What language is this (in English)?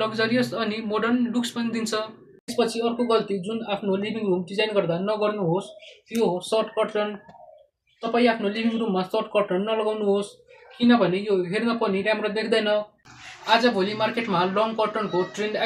Nepali